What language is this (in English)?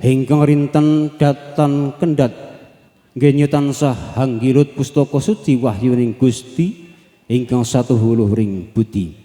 Javanese